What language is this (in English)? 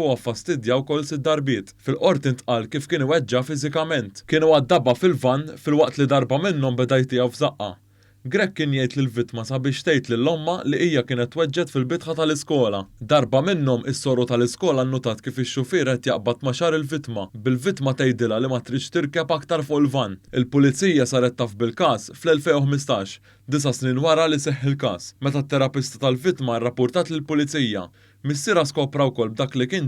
Maltese